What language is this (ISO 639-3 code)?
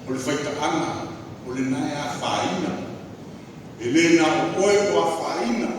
smo